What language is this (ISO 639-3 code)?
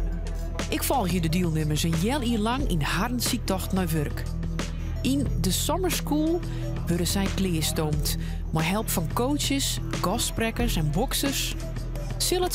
fry